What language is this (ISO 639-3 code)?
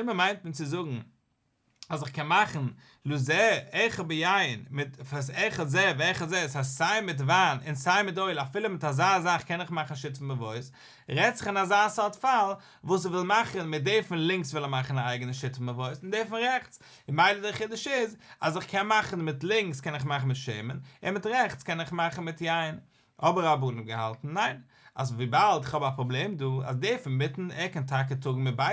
yid